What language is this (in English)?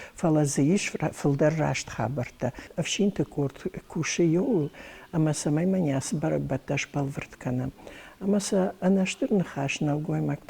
Ossetic